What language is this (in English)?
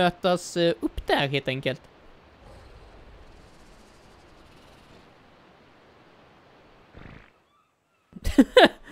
Swedish